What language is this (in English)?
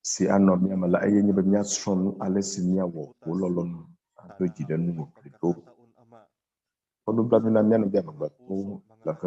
Ewe